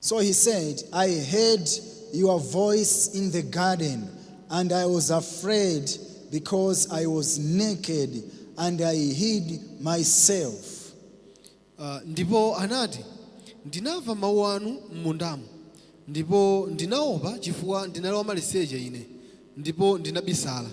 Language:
Nyanja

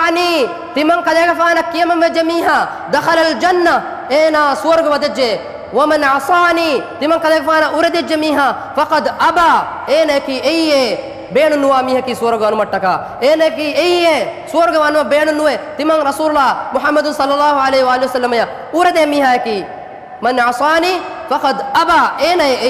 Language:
Divehi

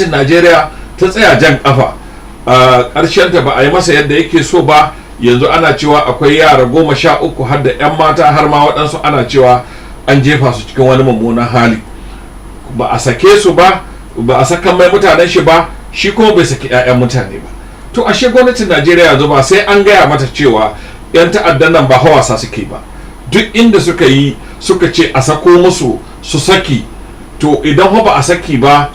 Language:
Hausa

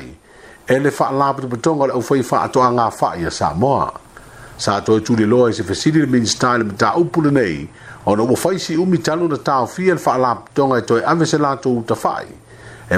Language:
Samoan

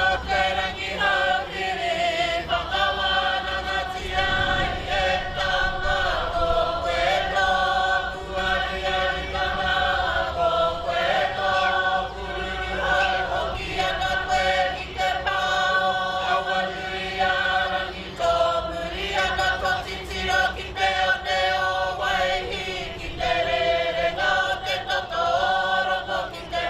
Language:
Māori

